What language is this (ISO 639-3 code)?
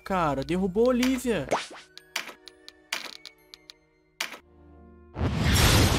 por